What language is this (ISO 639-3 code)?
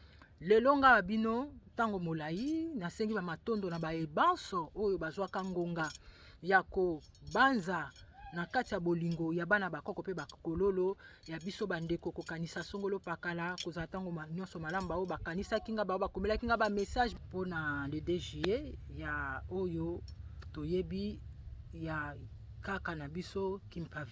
lin